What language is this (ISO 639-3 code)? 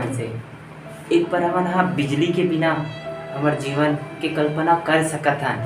hne